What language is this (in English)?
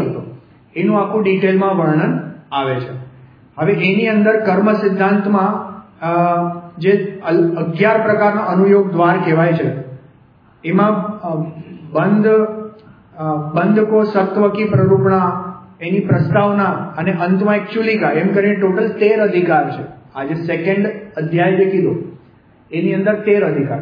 Gujarati